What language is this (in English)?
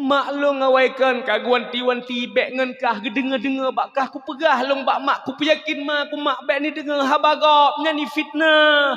Achinese